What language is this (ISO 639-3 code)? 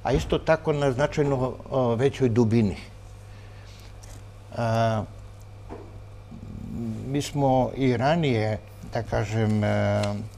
srp